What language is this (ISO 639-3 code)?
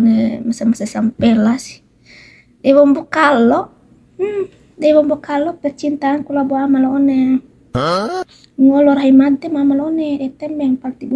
bhp